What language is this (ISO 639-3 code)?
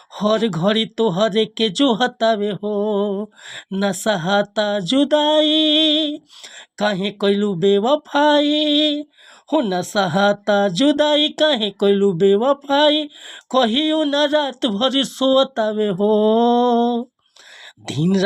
bho